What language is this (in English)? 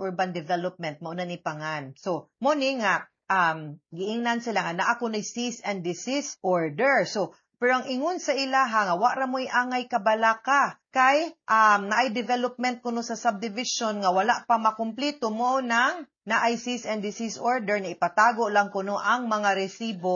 Cebuano